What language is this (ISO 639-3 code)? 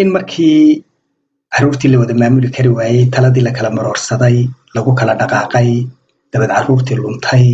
som